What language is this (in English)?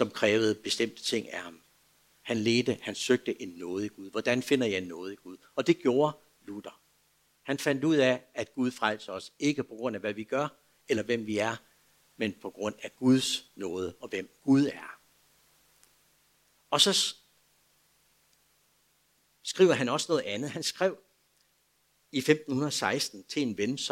Danish